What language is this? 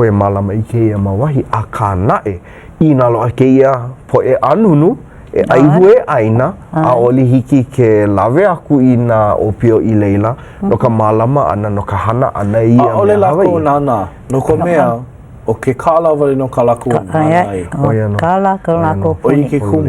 Hawaiian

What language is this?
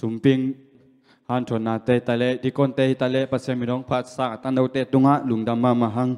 Tedim Chin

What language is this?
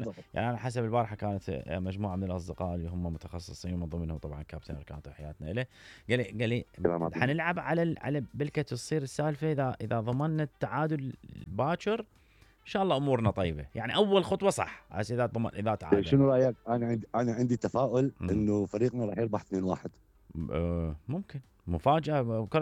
Mesopotamian Arabic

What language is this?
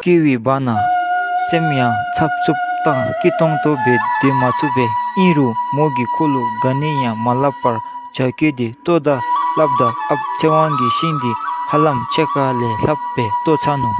Dzongkha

